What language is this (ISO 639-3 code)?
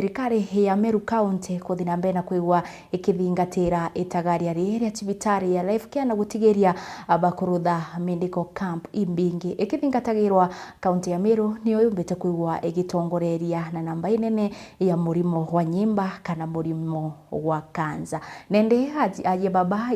mer